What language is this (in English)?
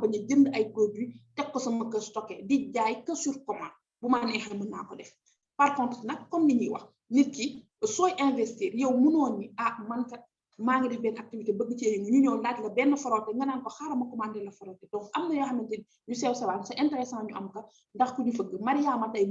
Wolof